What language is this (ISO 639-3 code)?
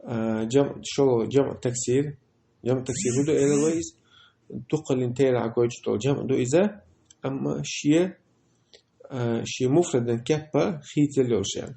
che